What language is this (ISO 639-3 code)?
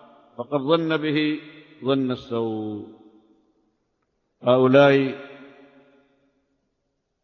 ara